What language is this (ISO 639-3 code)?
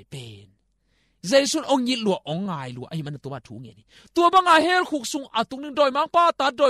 ctd